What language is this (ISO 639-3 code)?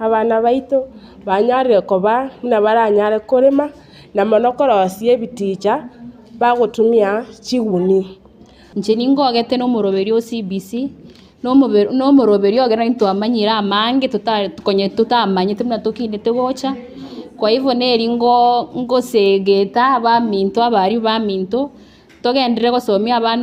guz